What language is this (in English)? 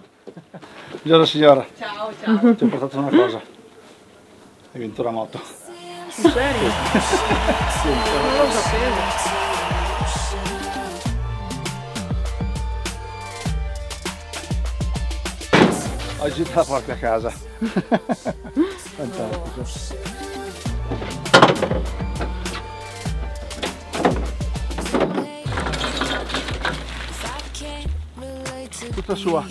Italian